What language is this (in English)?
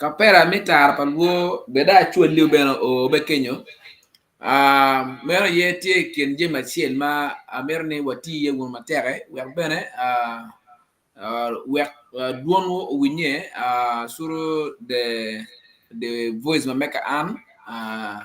Acoli